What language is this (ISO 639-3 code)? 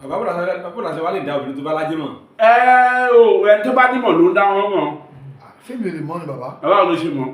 yor